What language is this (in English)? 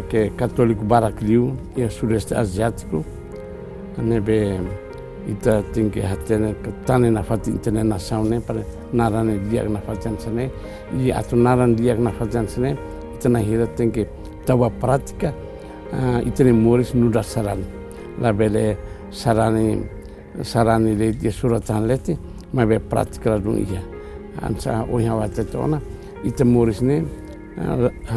Tetum